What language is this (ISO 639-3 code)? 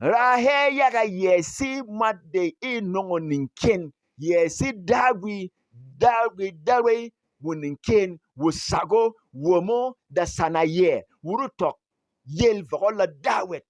bom